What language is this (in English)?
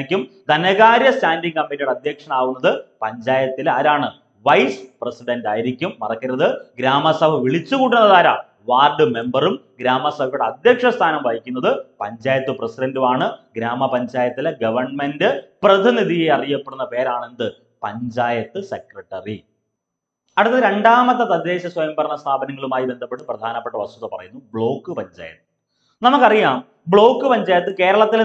Malayalam